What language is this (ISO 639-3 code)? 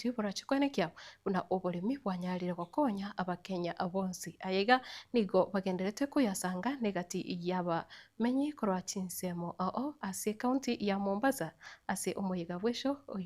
guz